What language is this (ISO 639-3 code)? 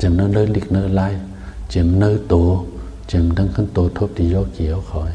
shn